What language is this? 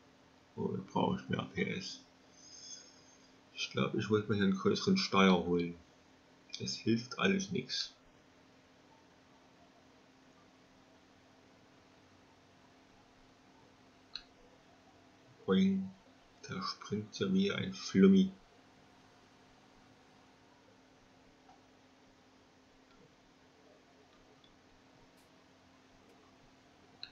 German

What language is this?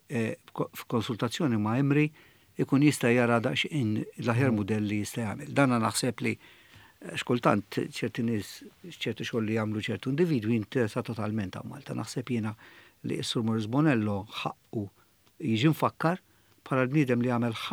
Maltese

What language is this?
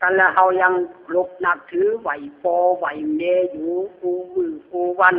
Lü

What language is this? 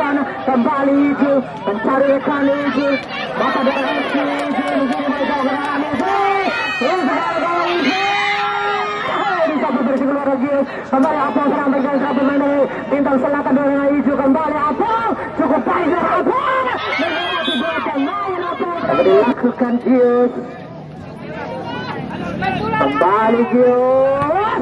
Indonesian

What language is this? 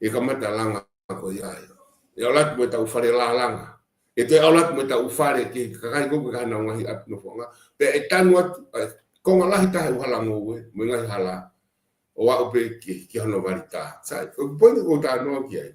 Tongan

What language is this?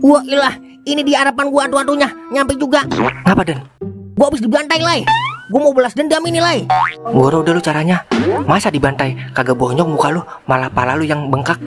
Betawi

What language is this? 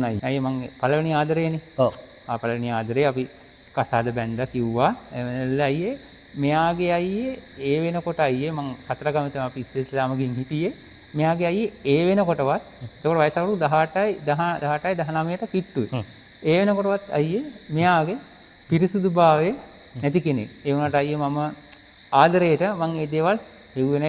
Sinhala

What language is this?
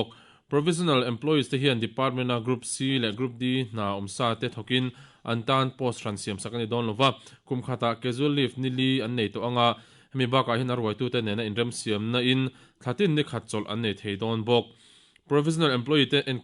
Mizo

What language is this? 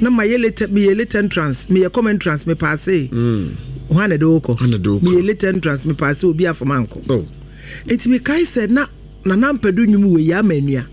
Akan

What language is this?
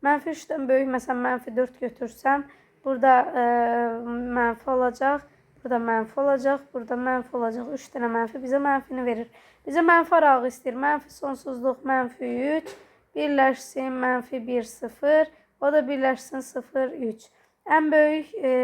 Azerbaijani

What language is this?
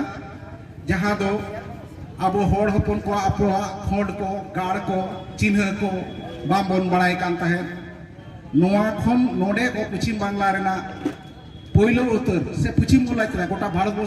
Santali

